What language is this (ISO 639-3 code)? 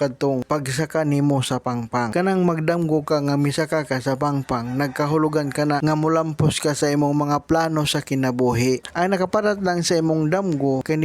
ceb